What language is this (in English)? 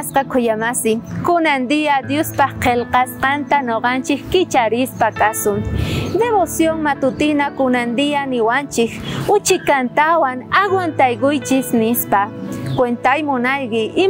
South Bolivian Quechua